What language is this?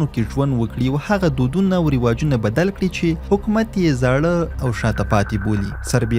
Pashto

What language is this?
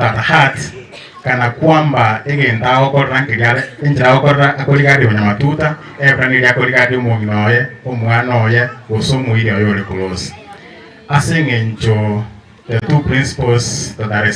Gusii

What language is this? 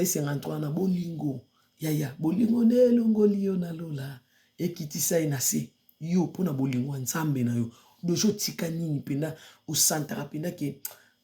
Lingala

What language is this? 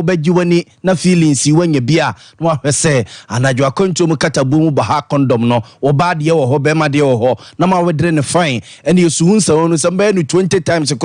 Akan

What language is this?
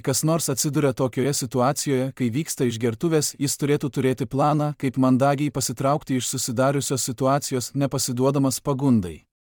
Lithuanian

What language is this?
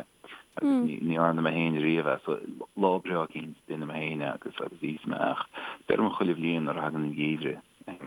Irish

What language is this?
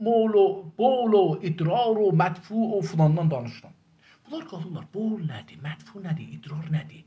South Azerbaijani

